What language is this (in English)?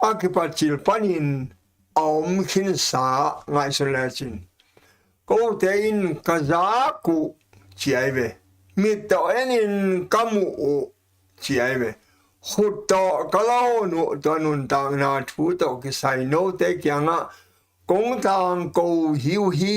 Tedim Chin